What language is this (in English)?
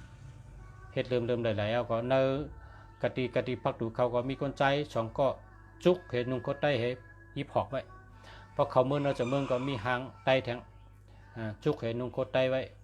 Shan